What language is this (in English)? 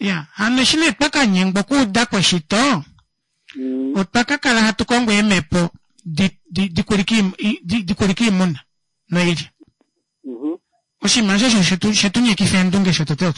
Kuanyama